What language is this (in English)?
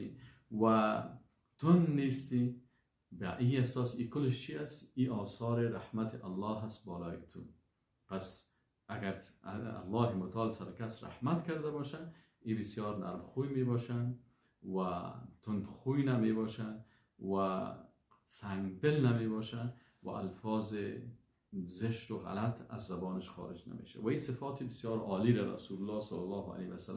Persian